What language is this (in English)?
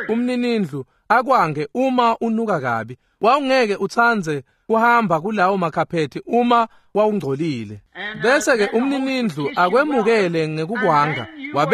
Swati